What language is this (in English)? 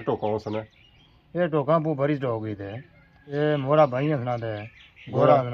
Pahari-Potwari